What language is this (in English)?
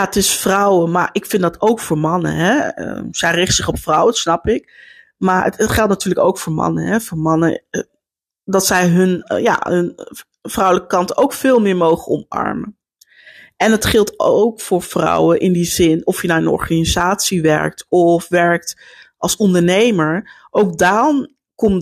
Dutch